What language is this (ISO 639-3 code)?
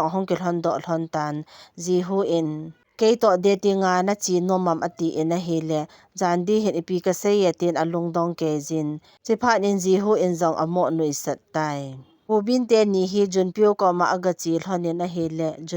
tcz